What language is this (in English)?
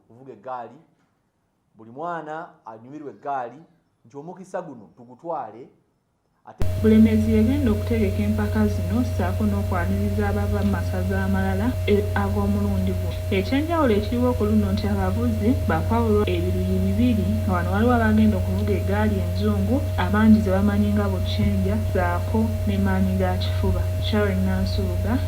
Ganda